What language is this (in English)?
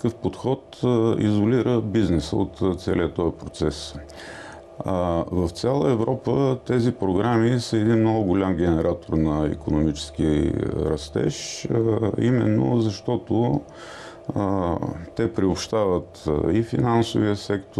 Bulgarian